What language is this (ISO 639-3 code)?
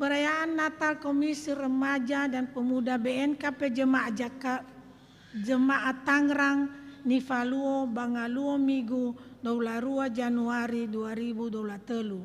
nia